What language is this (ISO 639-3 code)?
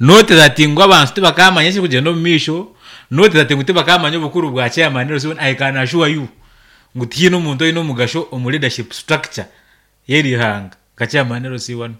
nyn